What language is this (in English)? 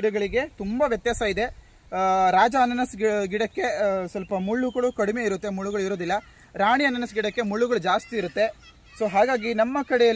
Kannada